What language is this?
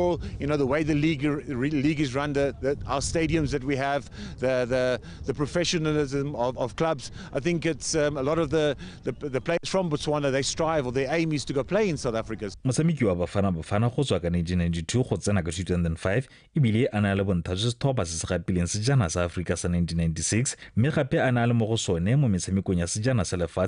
Tswana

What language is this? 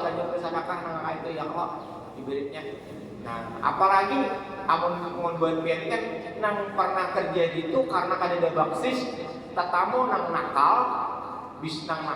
Banjar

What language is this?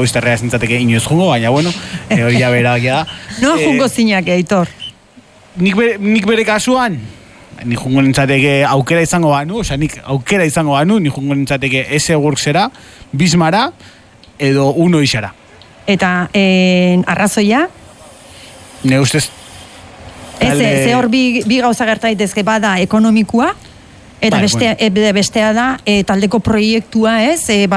Basque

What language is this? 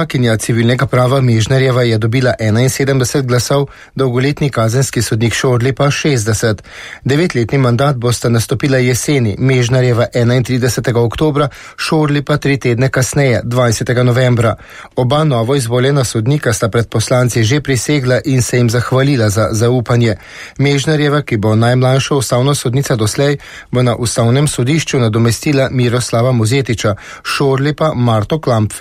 Slovenian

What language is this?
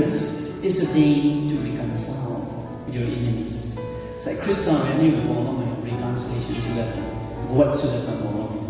Rongmei Naga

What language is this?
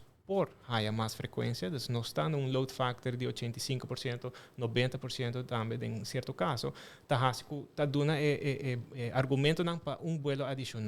Papiamento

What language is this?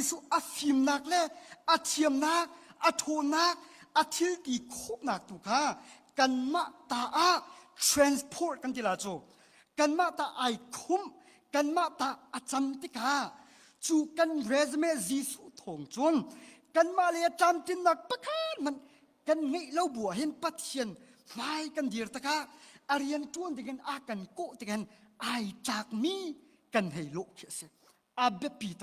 Hakha Chin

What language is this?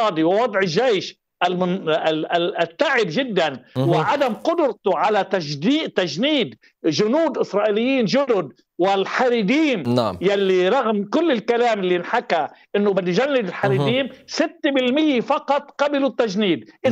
Arabic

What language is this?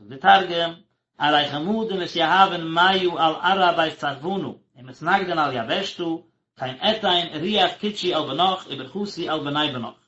Yiddish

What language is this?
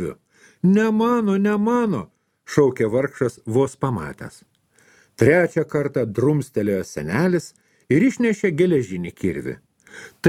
Lithuanian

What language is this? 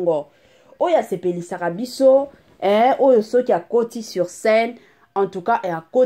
Lingala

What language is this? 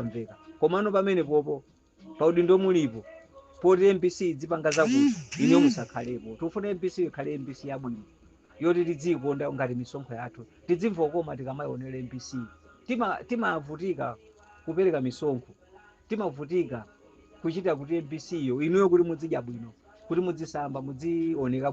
Nyanja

